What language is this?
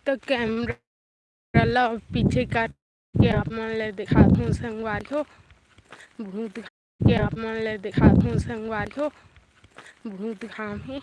Chhattisgarhi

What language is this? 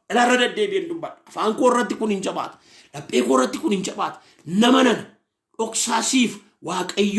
Oromo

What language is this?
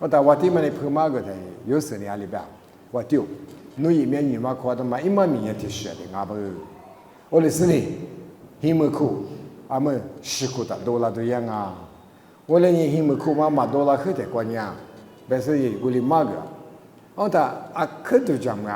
Lisu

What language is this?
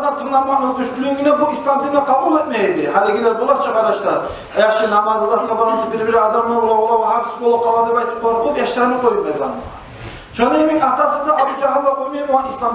Kumyk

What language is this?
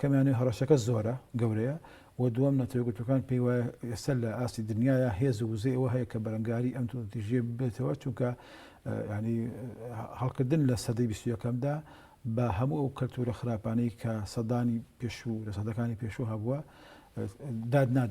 Central Kurdish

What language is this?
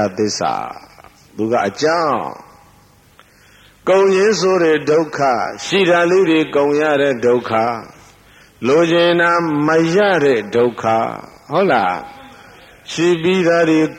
Burmese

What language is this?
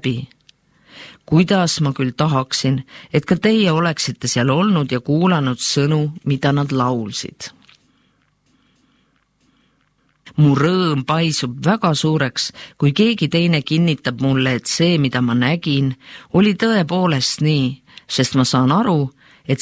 Estonian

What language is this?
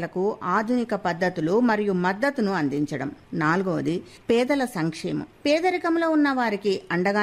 Telugu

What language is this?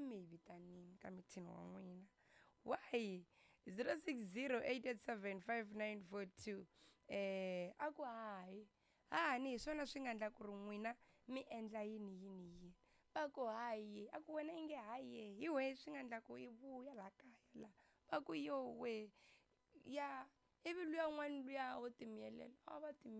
Tsonga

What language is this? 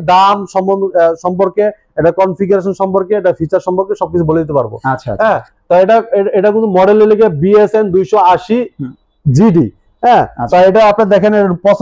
Bangla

